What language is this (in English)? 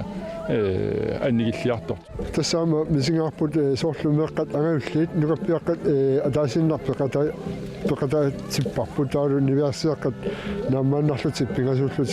Kalaallisut